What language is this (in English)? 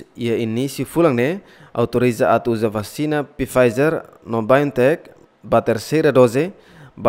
Tetum